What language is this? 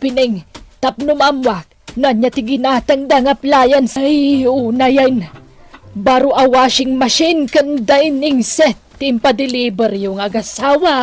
Iloko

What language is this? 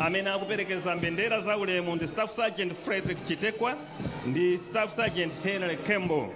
Nyanja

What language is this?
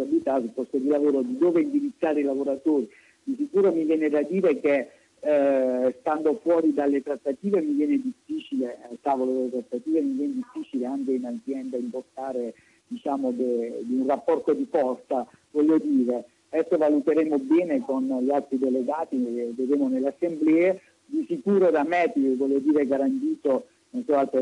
Italian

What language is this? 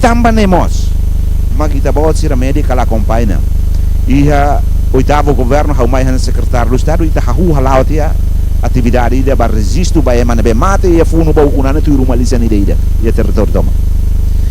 Tetum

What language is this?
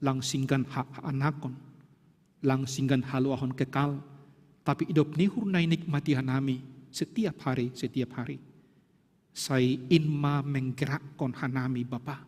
Batak Simalungun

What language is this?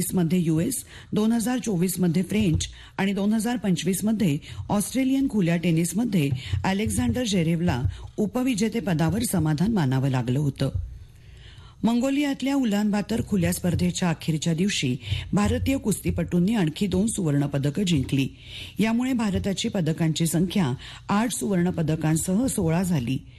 Marathi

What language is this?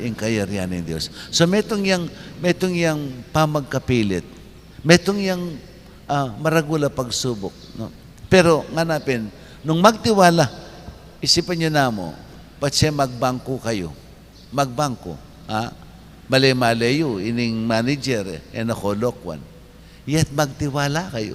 Pampanga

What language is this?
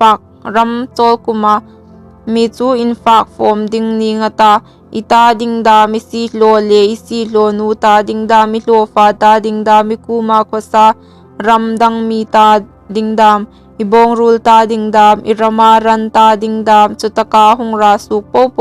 Hmar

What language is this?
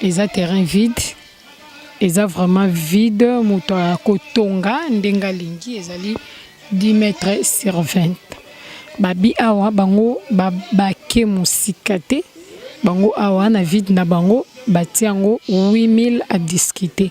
Lingala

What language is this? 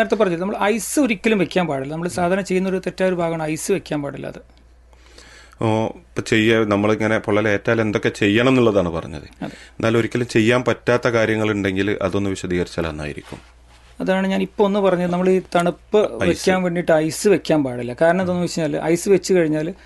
Malayalam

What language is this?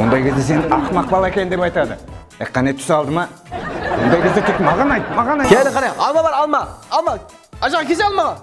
Kara-Kalpak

